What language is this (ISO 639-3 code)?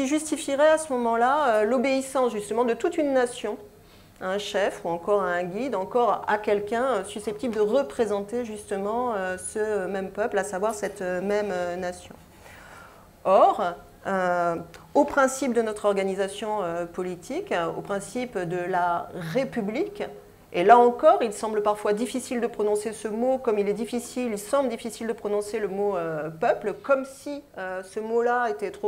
fra